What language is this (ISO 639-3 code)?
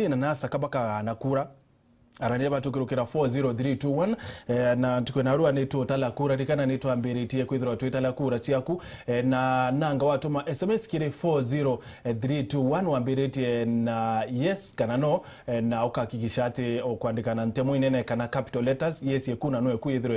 mer